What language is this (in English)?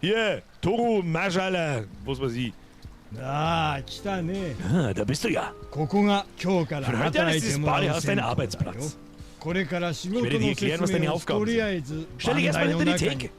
Bavarian